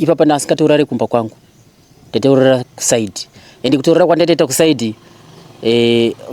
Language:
Shona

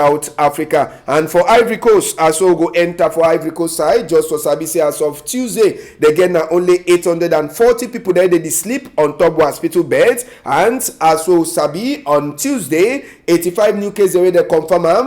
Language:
Cameroon Pidgin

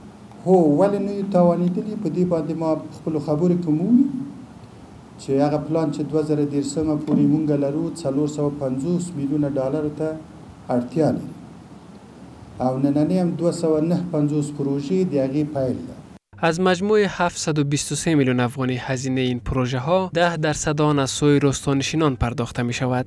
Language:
Persian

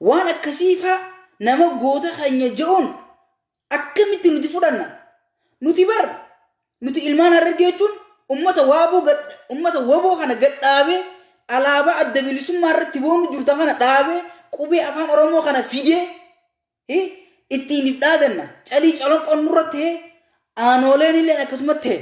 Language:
Oromo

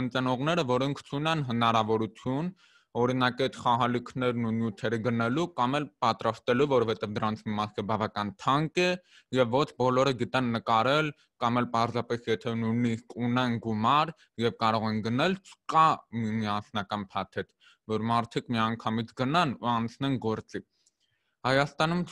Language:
Armenian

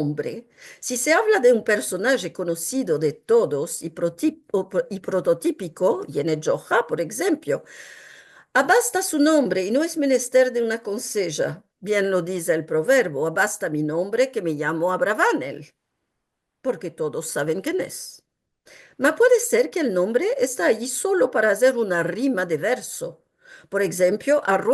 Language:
Ladino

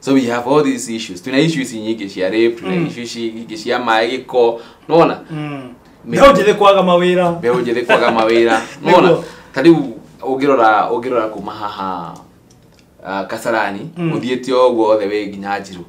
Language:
Kikuyu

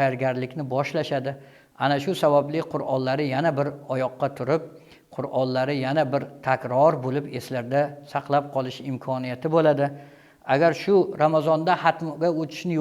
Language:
Uzbek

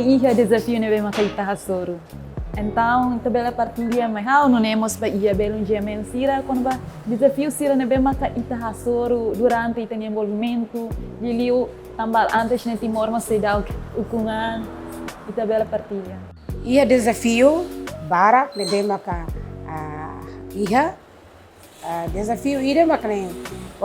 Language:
Tetum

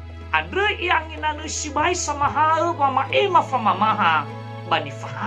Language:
Nias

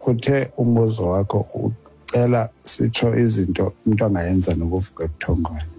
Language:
Xhosa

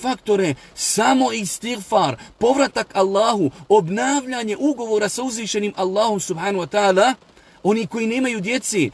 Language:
Bosnian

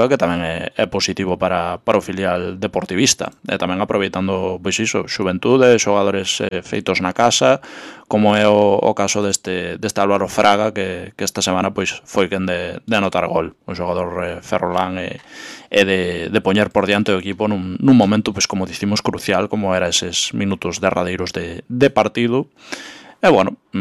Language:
Galician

